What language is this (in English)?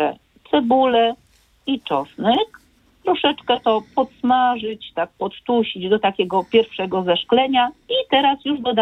Polish